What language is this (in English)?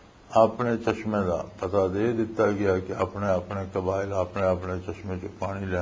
Western Panjabi